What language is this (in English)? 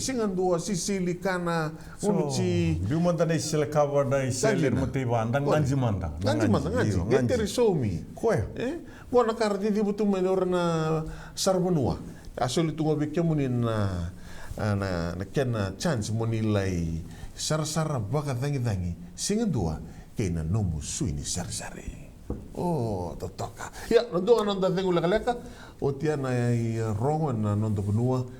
Fijian